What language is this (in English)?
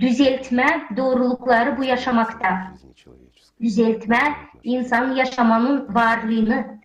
Gagauz